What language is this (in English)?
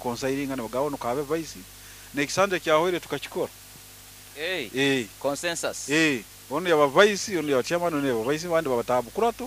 Nyoro